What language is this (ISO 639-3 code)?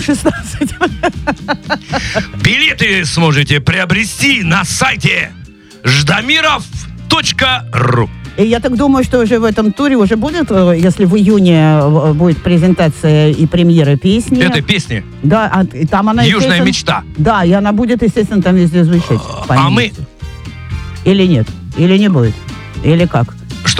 rus